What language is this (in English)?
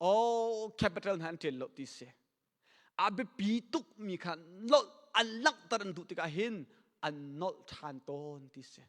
Hakha Chin